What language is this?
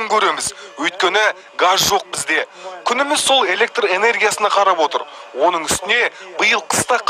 Kazakh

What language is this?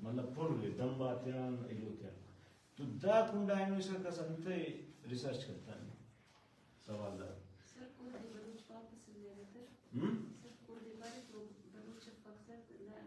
Brahui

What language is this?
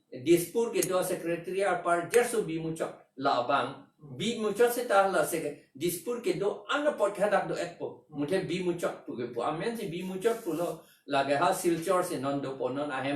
Karbi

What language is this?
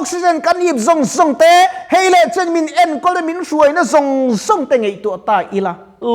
Mizo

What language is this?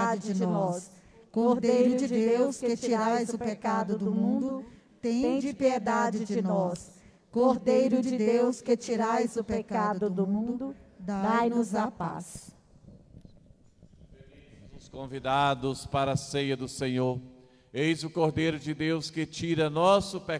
Portuguese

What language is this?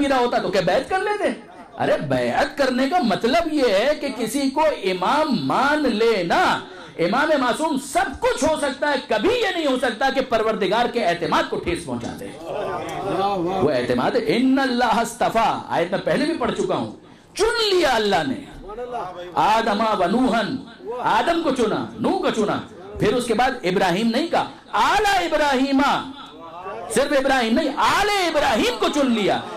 Urdu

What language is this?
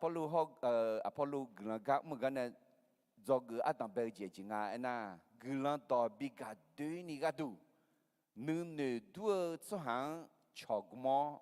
Akha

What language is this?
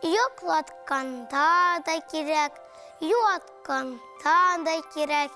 Tatar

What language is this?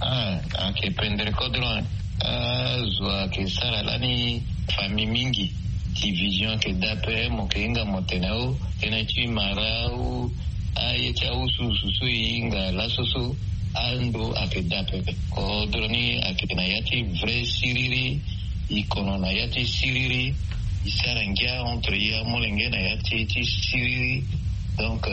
Sango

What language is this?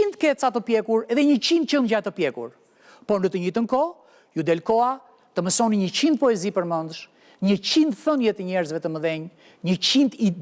Albanian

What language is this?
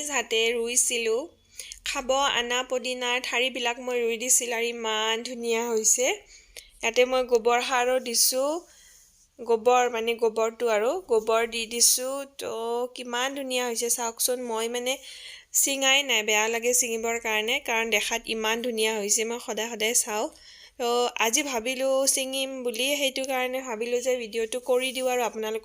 Assamese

